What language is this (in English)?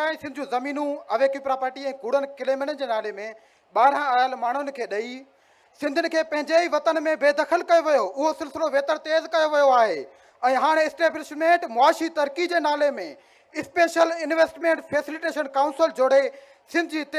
Sindhi